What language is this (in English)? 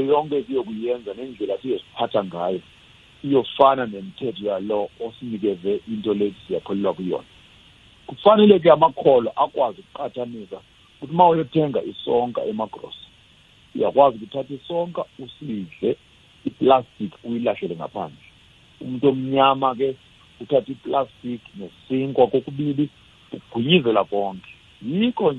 South Ndebele